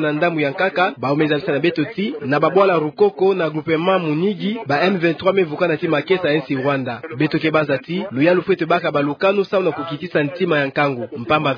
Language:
Kituba (Democratic Republic of Congo)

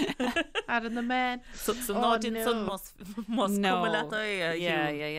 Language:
Irish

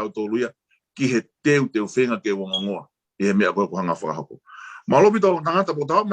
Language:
Tongan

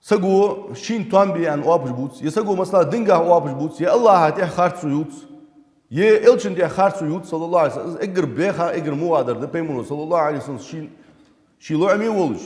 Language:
Ingush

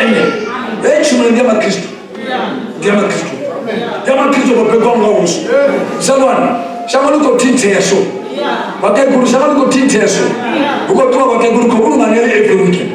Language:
Venda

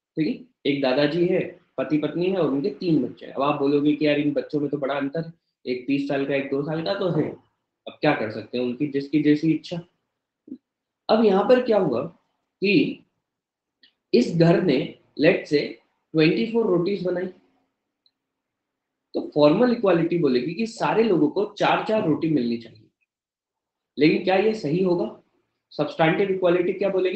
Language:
Hindi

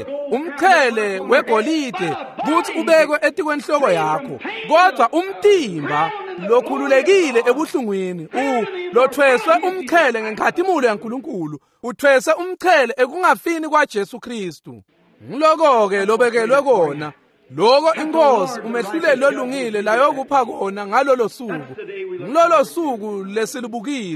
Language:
Swati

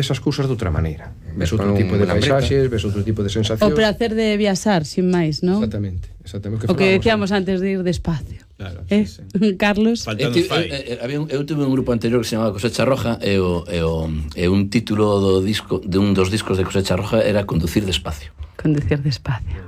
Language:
Galician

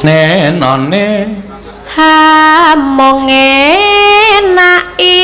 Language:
Javanese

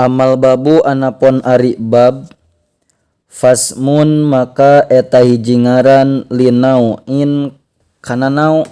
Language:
Sundanese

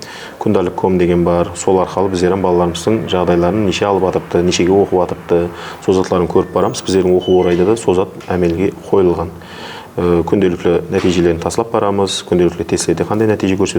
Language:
Kara-Kalpak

